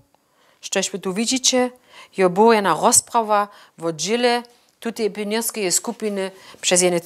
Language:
Upper Sorbian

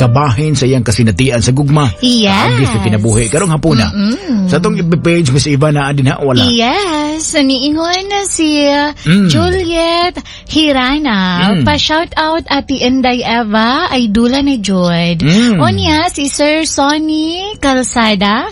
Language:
Cebuano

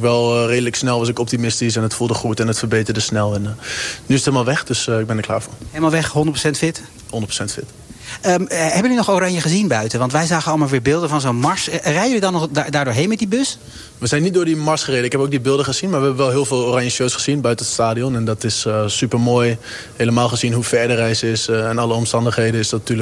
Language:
Dutch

